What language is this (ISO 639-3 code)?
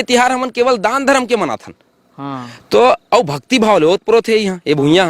hne